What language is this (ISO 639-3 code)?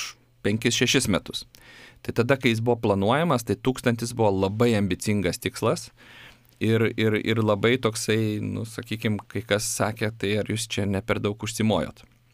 lit